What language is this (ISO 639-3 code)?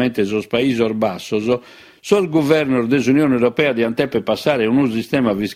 srd